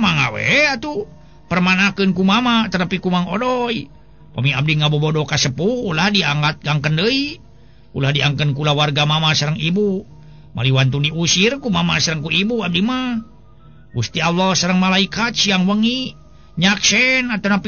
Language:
Sundanese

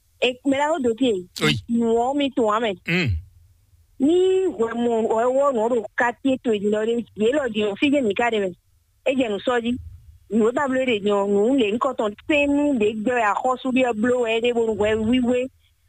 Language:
Fon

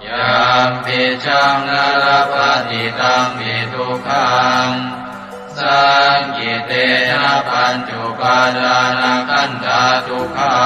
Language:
Pali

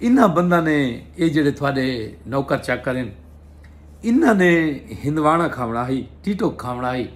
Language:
Saraiki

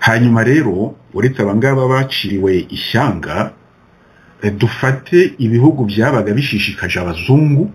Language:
Kinyarwanda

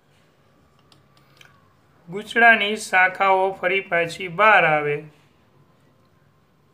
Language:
Gujarati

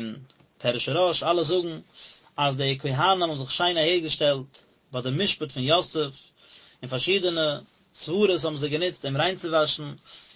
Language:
Yiddish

